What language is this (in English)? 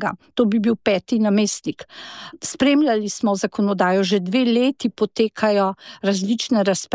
Slovenian